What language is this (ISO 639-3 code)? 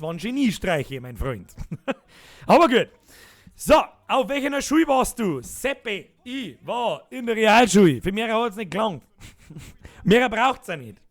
bar